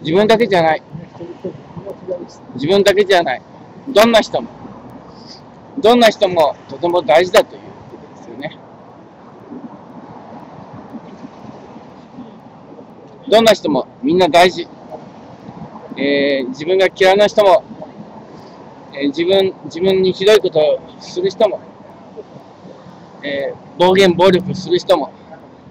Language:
Japanese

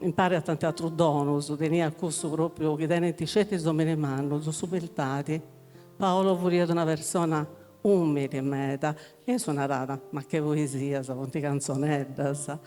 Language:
Sardinian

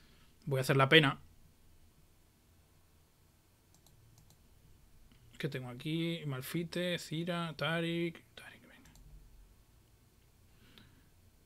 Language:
Spanish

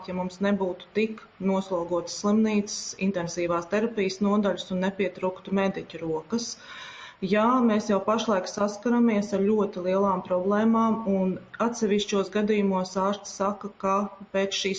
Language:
Latvian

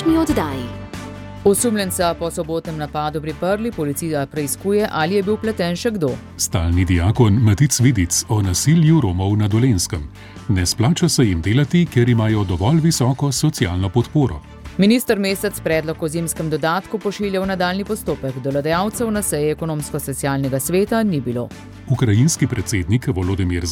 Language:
Slovenian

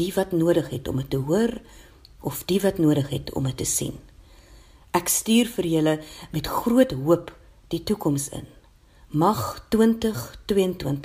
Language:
Afrikaans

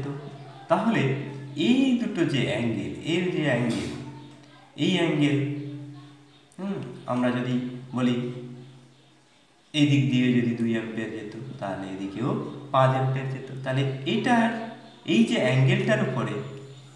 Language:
Bangla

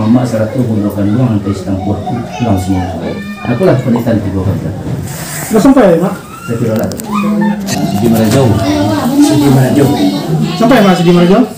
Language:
Minangkabau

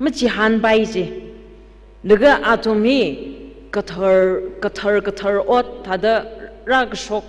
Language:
Tangkhul Naga (India)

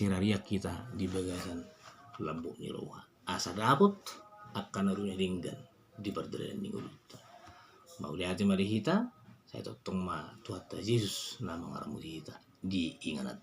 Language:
Batak Toba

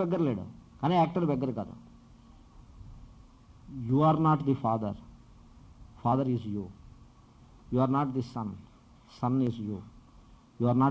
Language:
Telugu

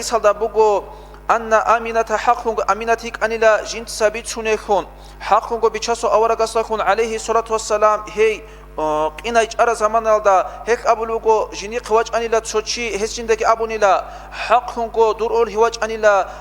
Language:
Avaric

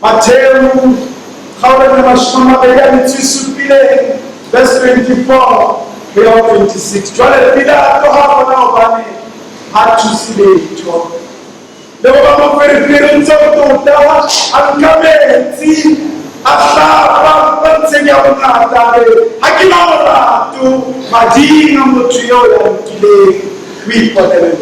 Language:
Southern Sotho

